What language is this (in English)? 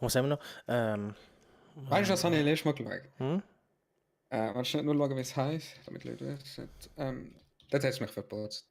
Swiss German